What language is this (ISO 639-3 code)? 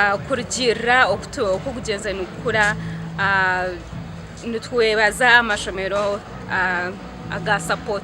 nyn